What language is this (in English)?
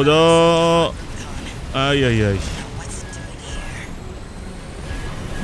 Persian